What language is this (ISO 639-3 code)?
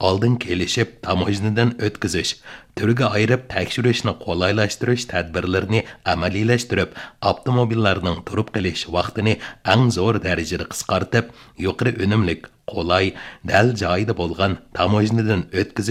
uig